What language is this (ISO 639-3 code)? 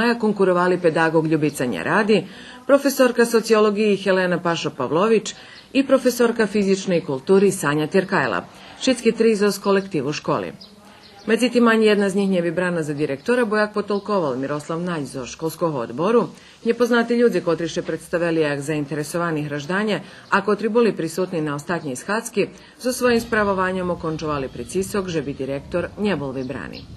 rue